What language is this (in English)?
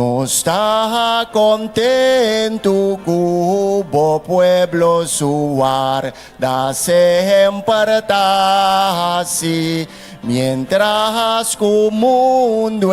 Papiamento